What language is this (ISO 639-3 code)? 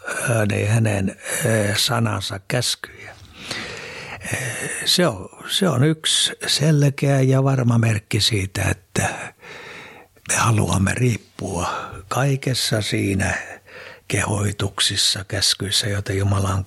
fin